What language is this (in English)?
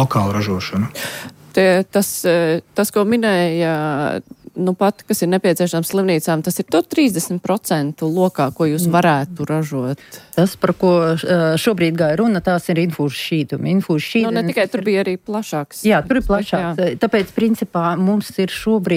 Latvian